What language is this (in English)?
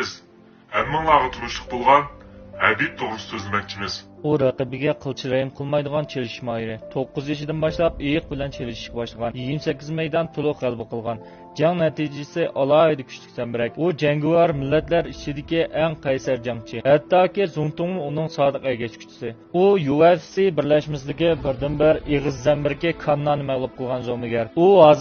Uyghur